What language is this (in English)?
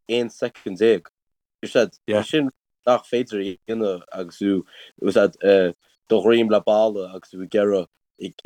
Irish